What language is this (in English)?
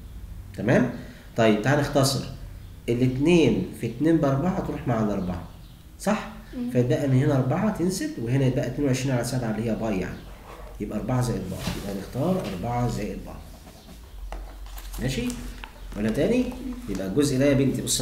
Egyptian Arabic